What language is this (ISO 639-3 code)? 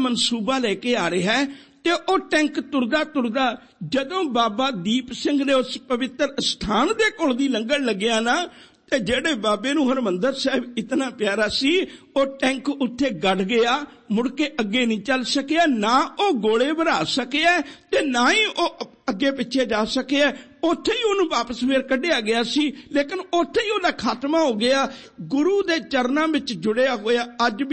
pan